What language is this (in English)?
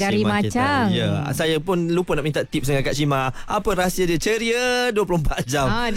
Malay